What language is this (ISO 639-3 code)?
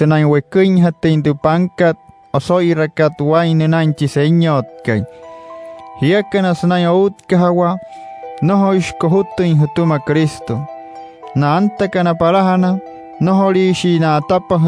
guc